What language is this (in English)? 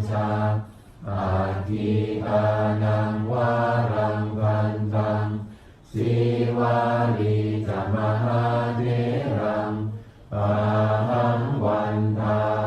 Pali